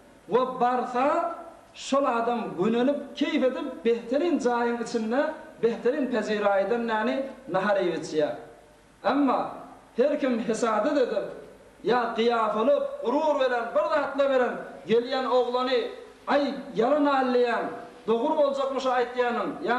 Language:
Turkmen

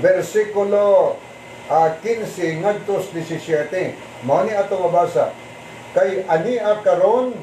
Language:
Cebuano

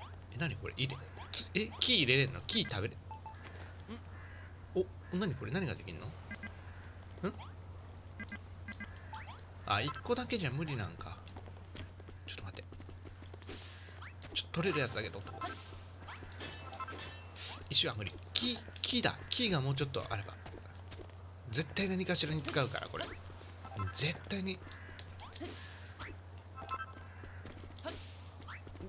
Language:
Japanese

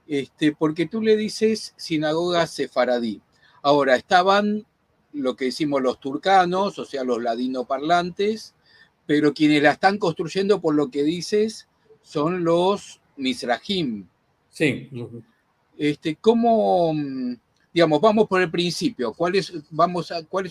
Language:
Ladino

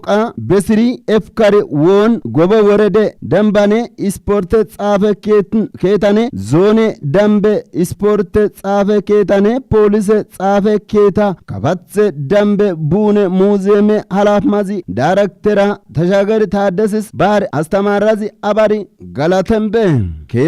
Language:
Kafa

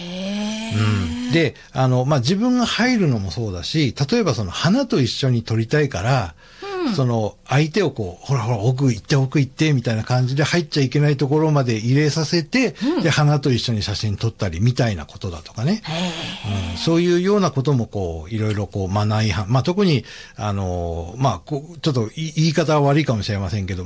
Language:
Japanese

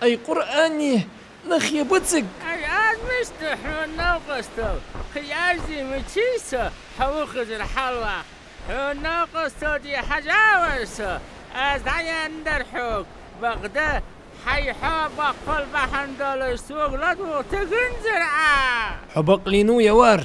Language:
Ingush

